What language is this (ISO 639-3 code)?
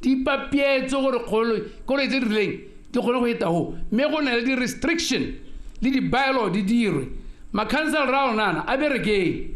tsn